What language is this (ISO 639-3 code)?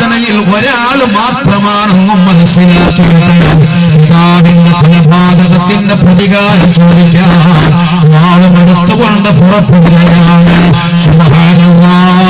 mal